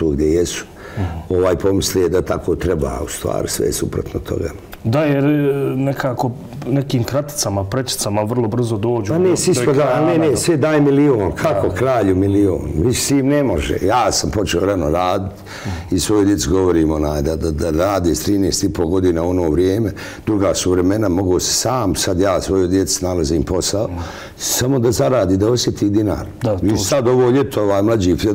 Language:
Bosnian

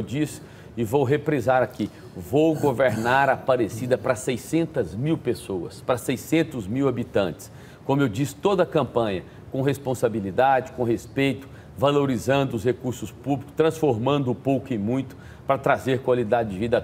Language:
Portuguese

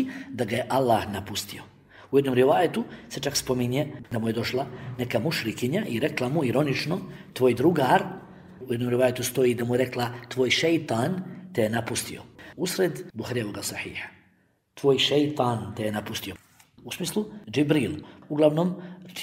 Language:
Bosnian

